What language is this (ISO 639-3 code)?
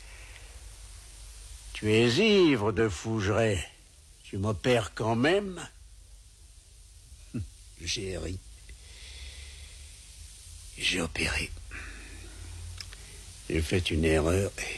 fra